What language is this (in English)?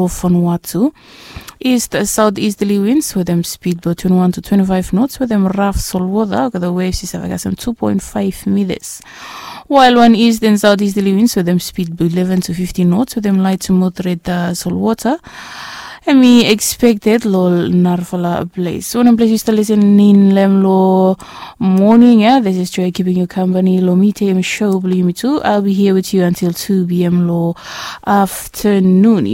Bislama